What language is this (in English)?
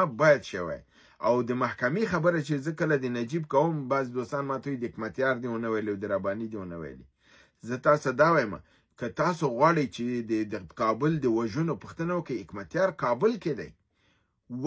Pashto